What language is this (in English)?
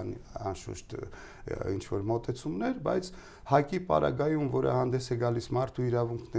Armenian